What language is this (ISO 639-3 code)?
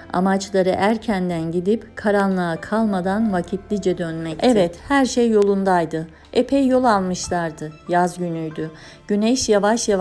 tur